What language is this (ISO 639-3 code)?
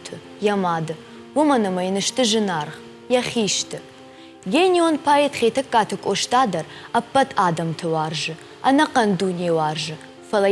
oss